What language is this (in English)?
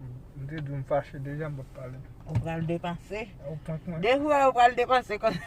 Haitian Creole